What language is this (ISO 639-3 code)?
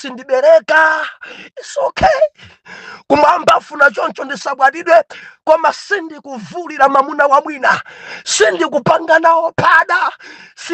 nya